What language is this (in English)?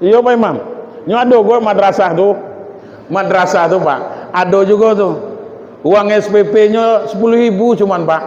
Minangkabau